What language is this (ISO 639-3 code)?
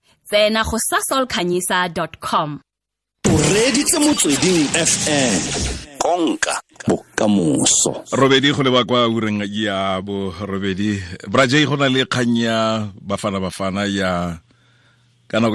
tsn